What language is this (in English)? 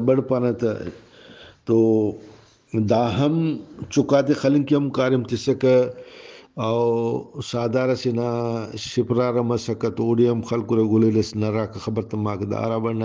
Brahui